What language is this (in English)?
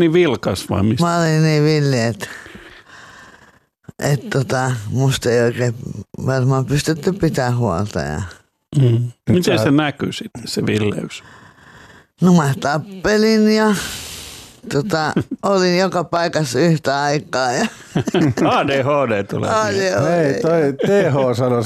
Finnish